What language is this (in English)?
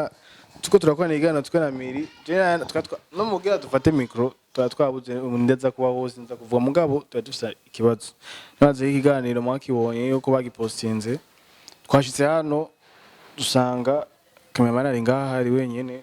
Rundi